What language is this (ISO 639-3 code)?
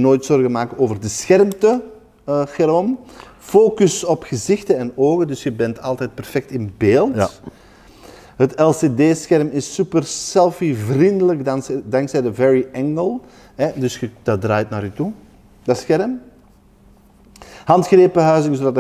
nld